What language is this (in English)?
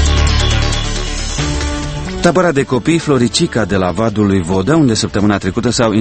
Romanian